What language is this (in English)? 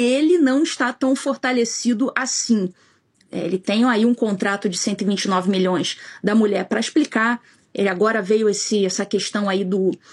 Portuguese